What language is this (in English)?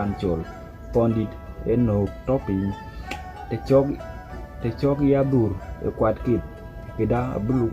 Dinka